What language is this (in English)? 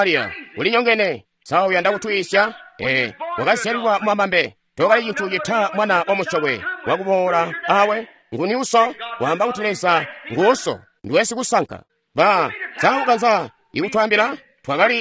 Tonga (Zambia)